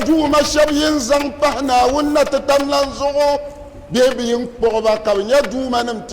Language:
Dagbani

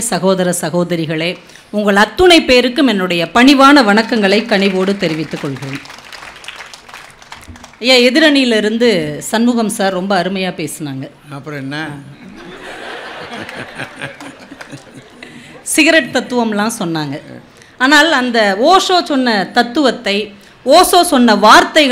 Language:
Tamil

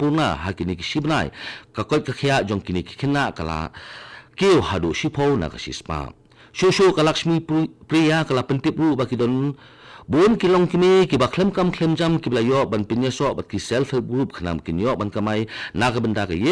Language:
Khasi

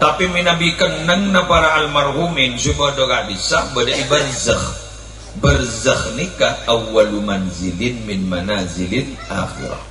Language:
Madurese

